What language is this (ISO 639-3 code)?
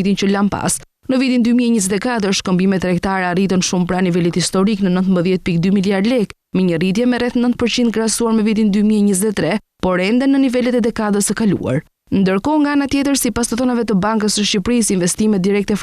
sqi